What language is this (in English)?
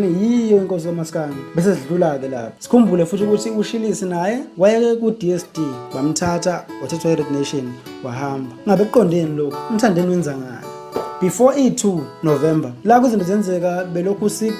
Zulu